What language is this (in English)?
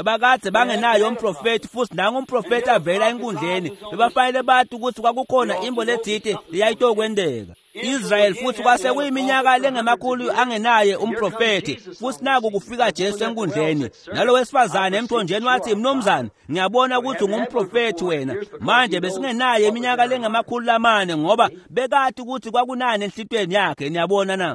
Swati